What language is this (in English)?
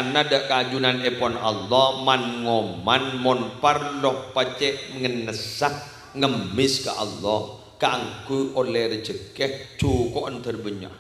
Madurese